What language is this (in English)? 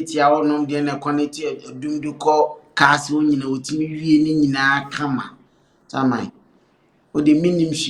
Akan